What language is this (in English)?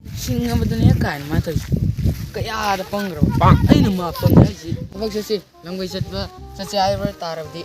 Manipuri